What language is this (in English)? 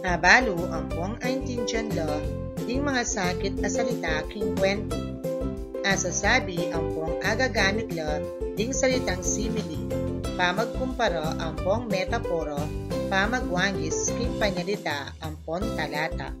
Pampanga